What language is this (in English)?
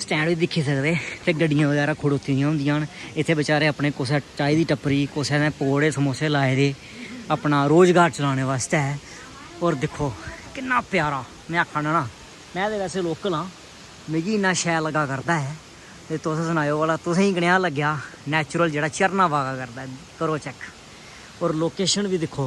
Dogri